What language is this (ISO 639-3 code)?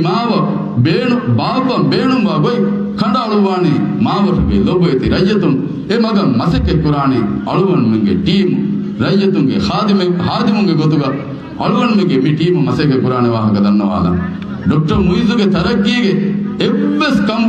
div